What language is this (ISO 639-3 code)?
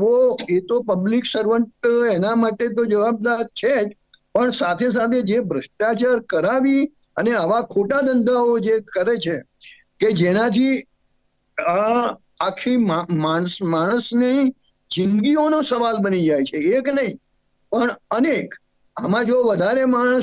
guj